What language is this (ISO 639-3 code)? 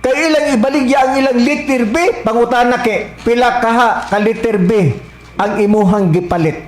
ceb